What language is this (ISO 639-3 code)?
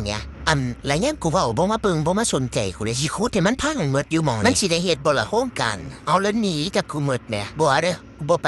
tts